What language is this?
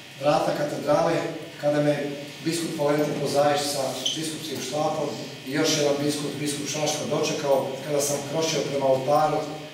Croatian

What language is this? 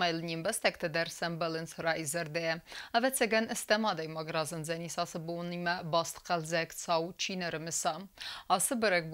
Ossetic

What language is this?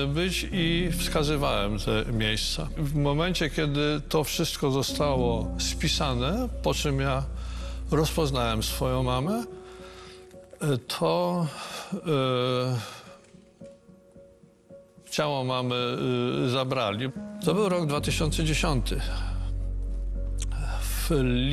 Polish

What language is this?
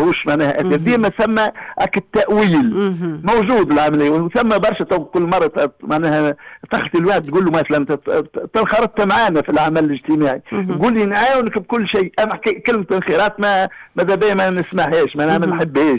Tunisian Arabic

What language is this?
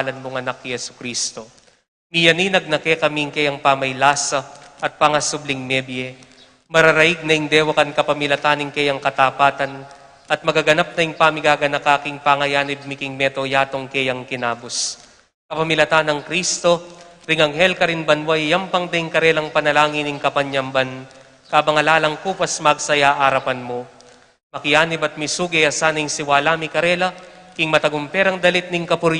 Pampanga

